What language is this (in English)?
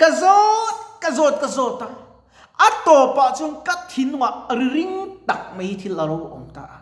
Mizo